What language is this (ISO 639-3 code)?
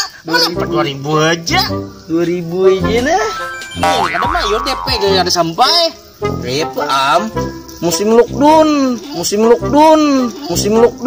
bjn